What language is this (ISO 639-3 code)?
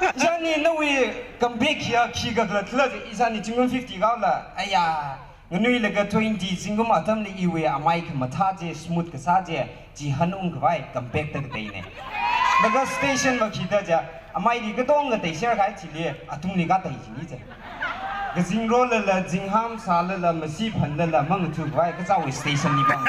nmf